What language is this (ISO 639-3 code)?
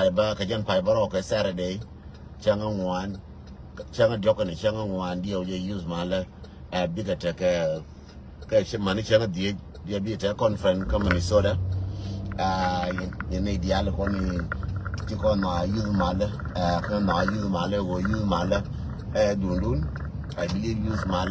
nus